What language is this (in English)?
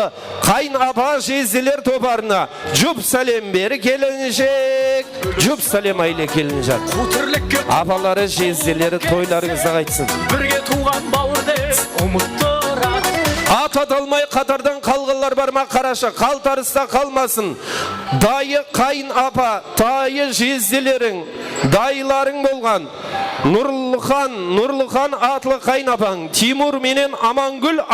Kara-Kalpak